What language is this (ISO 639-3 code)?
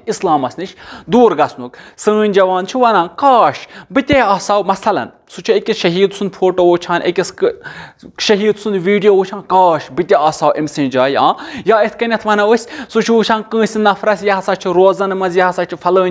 kas